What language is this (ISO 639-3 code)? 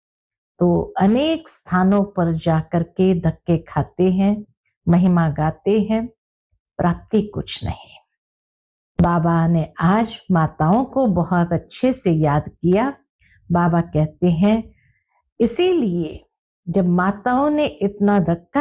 hin